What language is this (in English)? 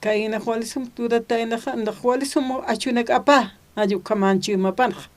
Aymara